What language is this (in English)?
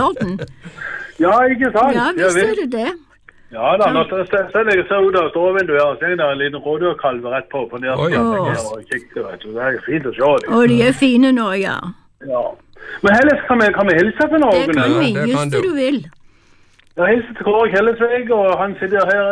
Norwegian